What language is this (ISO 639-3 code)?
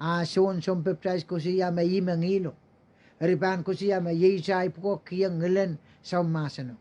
pon